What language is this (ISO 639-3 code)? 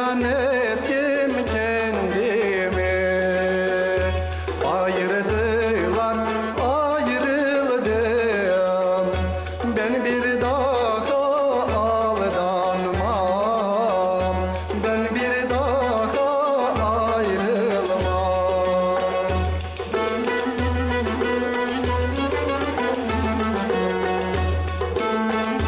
tur